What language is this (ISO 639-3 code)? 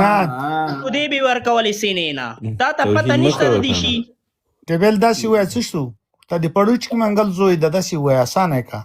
pus